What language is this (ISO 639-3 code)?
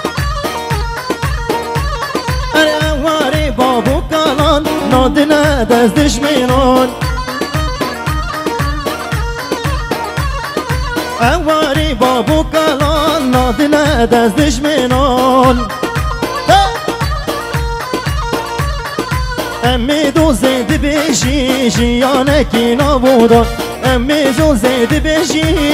kur